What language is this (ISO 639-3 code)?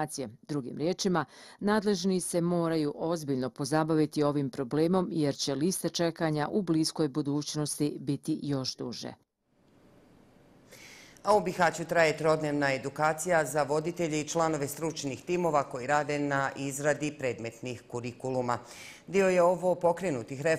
bos